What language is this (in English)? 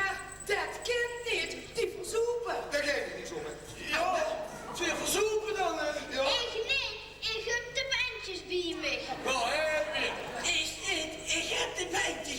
Limburgish